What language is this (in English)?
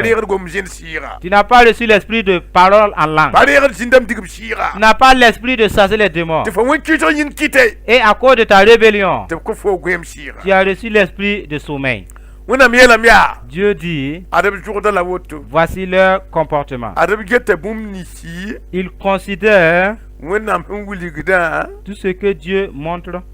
Mossi